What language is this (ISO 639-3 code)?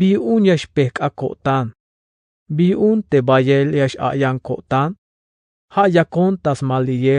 tzh